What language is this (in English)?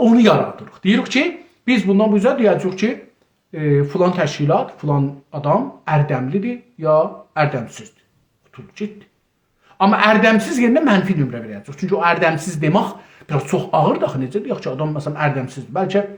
South Azerbaijani